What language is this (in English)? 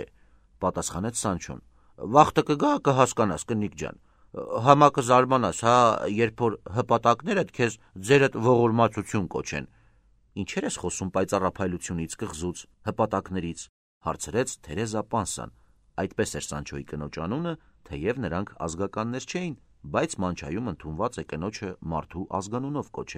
Armenian